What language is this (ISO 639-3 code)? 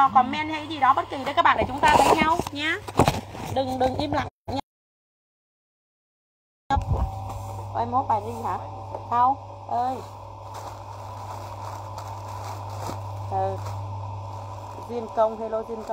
vie